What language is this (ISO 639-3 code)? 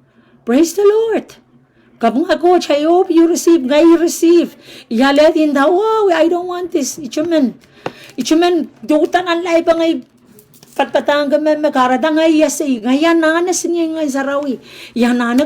pon